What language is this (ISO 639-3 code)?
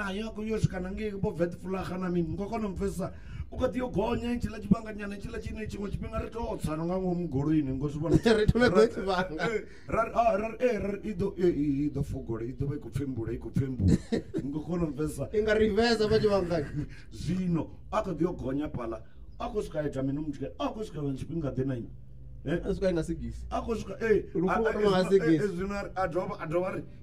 ven